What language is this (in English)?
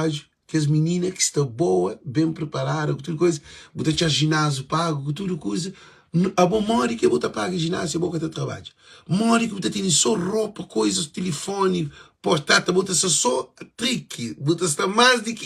Kabuverdianu